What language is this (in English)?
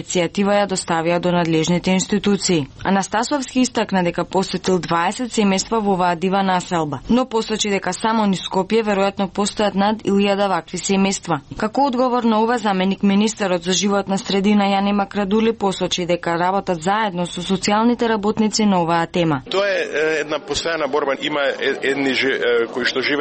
Macedonian